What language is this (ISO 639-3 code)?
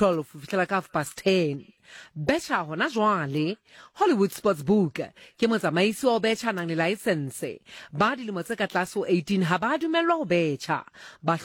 sot